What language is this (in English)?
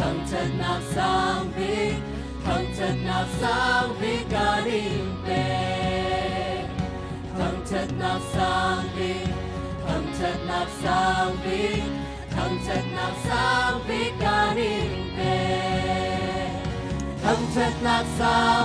Hakha Chin